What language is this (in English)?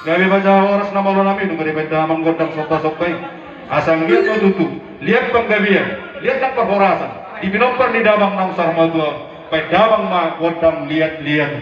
Batak Toba